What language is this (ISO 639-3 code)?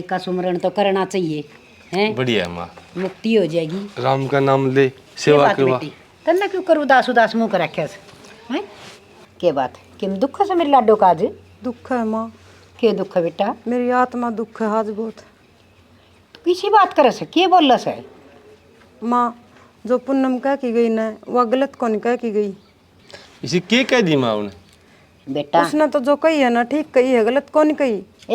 bgc